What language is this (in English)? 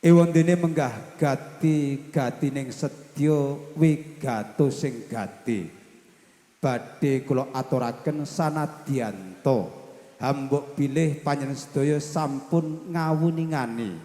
Javanese